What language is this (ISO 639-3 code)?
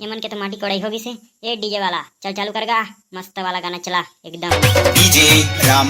hne